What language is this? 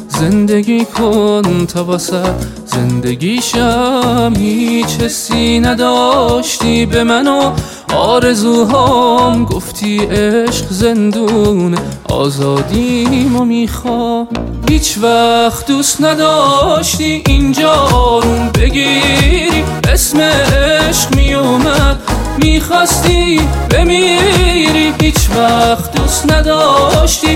Persian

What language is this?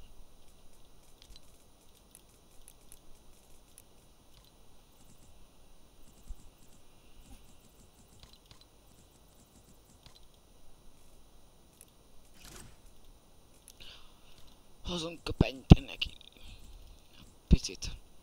Hungarian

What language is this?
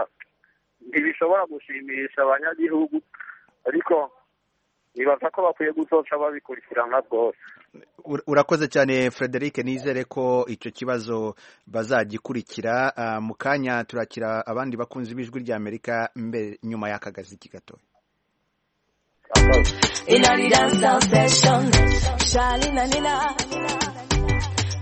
Kinyarwanda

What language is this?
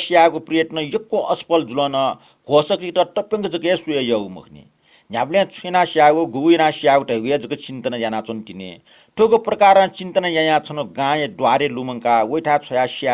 Newari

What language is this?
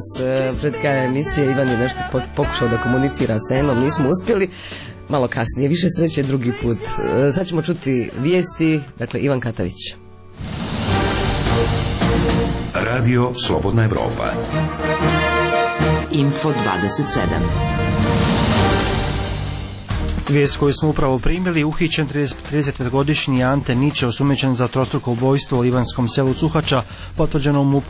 Croatian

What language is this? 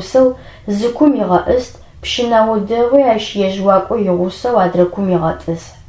Adyghe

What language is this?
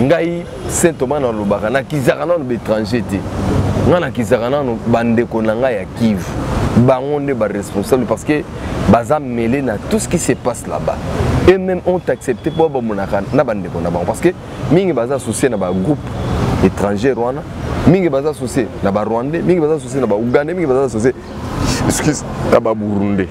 Lingala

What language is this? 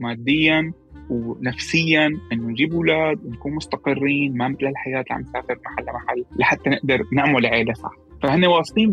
North Levantine Arabic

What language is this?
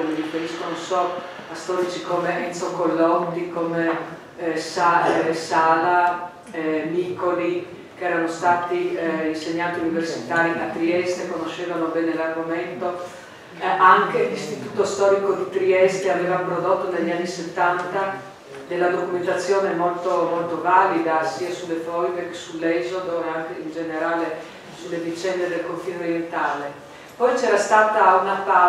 Italian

